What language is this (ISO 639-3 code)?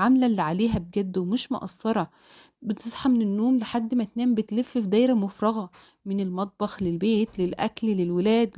arz